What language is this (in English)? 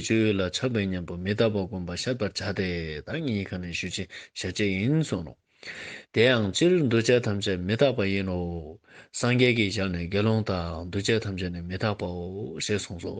Ladakhi